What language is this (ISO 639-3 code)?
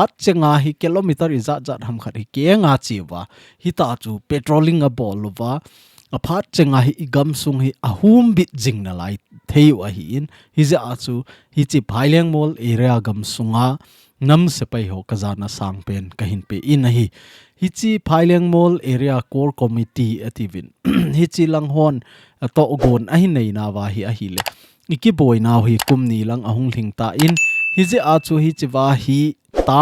tcz